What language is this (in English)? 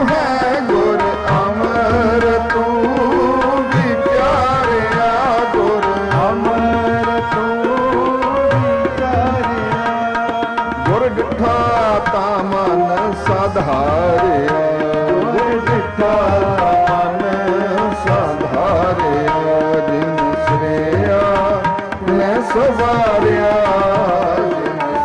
Punjabi